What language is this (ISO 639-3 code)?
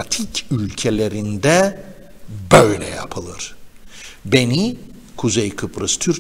tur